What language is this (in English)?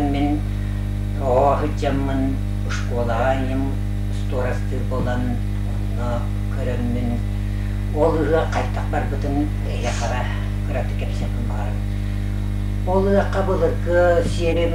Yakut